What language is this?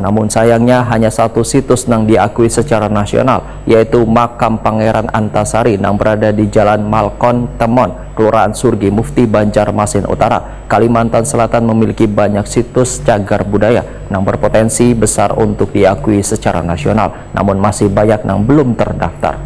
Banjar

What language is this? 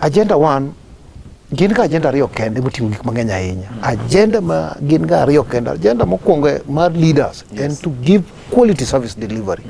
Luo (Kenya and Tanzania)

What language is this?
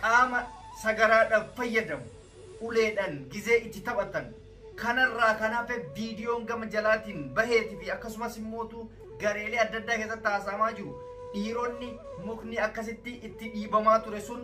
Oromo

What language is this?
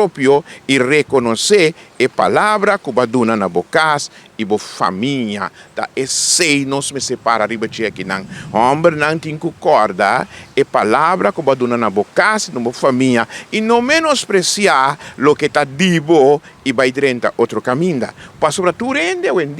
Papiamento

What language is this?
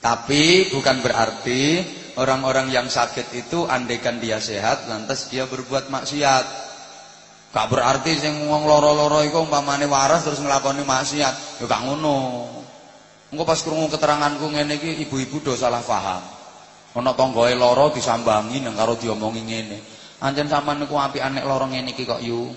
Javanese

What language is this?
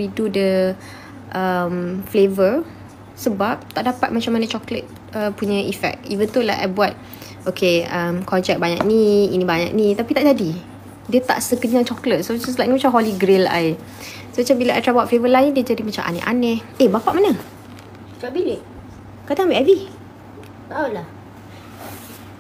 Malay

